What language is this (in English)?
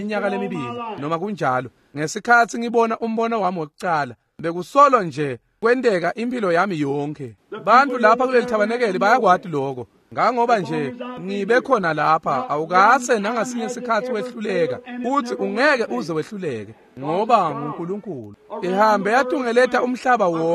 Swati